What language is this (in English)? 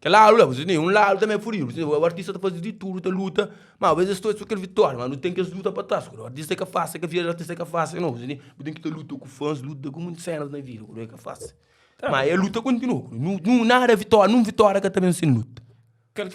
Kabuverdianu